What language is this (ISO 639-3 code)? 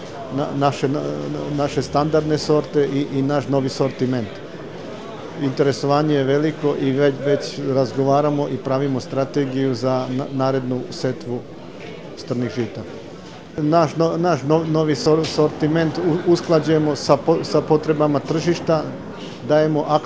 srp